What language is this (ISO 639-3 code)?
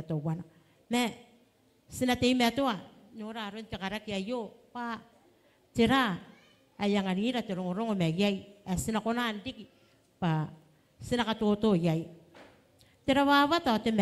gil